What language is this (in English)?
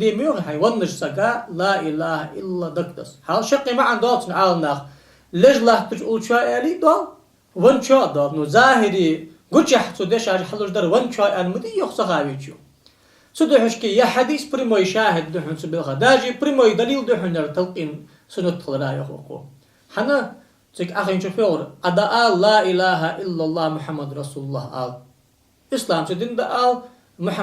Ingush